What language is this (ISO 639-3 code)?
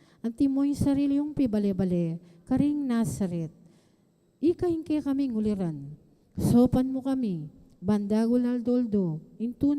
pam